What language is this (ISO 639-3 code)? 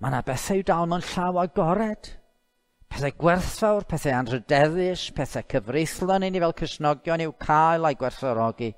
cym